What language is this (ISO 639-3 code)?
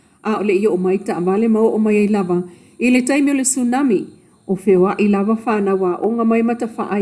smo